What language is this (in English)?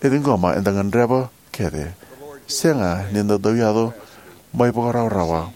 Fijian